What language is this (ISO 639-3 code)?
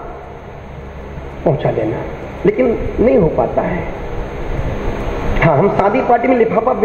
hin